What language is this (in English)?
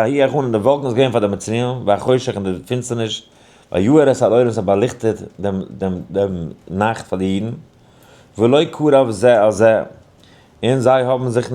Yiddish